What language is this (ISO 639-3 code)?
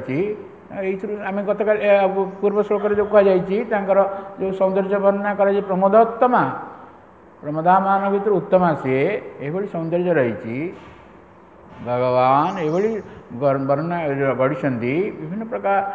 ori